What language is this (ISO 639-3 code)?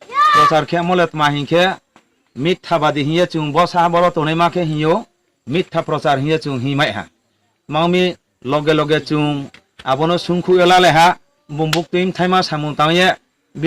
ria